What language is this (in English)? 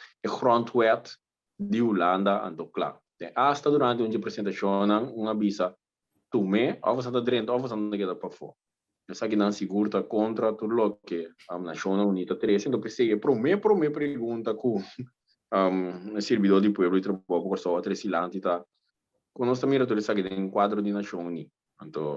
Papiamento